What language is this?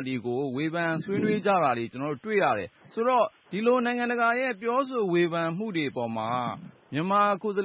Burmese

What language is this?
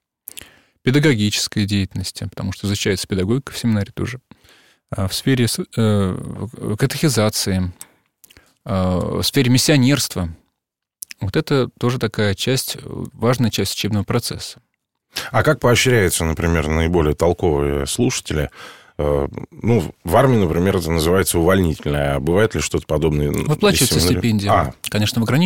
Russian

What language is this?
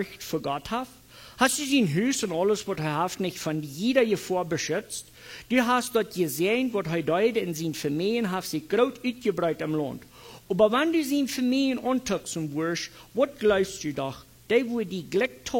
Plautdietsch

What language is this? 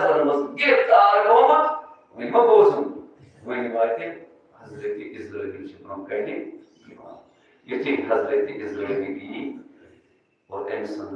Kashmiri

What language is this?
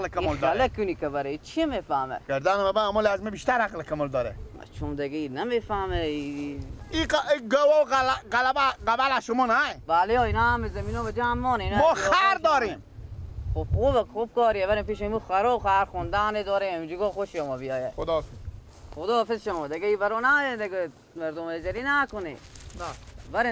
Persian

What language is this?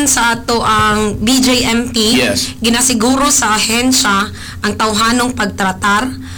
Cebuano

